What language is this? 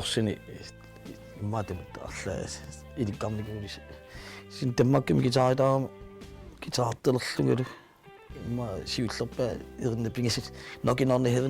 Kalaallisut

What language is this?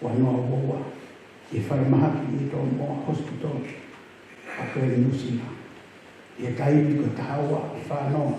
Tongan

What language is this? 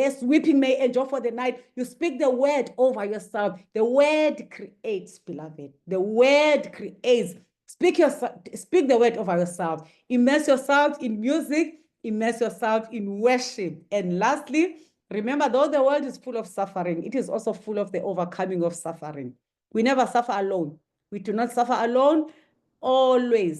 English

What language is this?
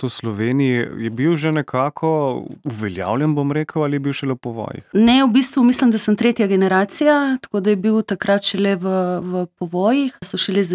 Slovenian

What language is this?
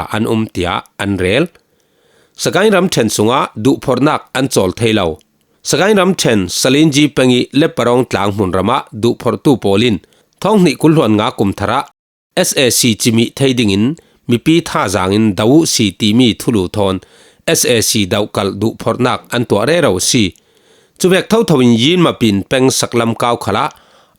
Falam Chin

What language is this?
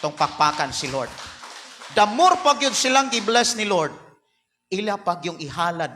Cebuano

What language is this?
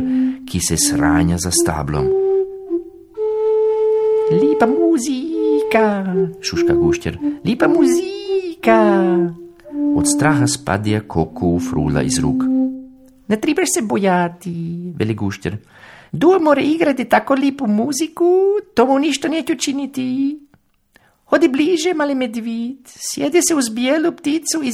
Croatian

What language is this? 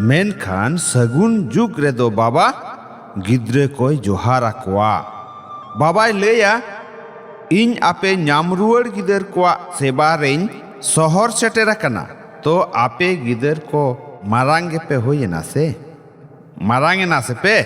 Santali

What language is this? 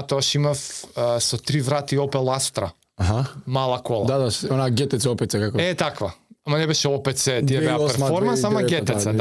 Macedonian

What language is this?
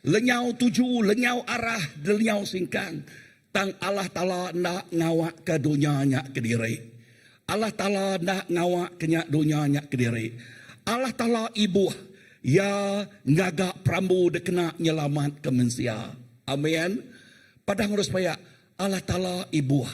Iban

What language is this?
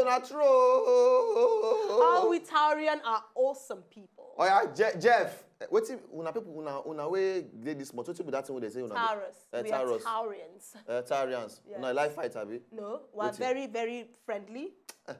Nigerian Pidgin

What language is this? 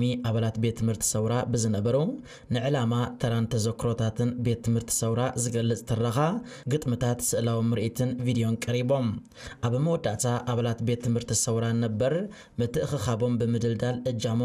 Tigrinya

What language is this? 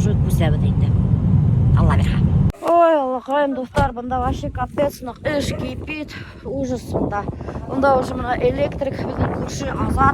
Bashkir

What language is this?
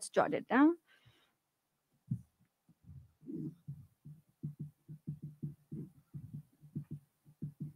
Urdu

